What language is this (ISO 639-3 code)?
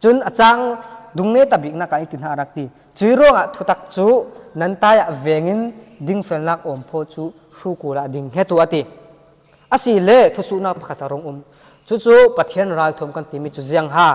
cfm